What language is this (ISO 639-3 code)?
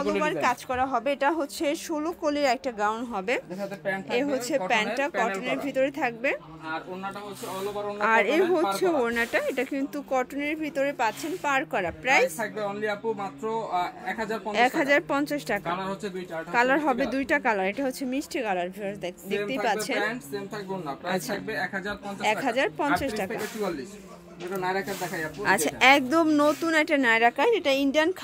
ben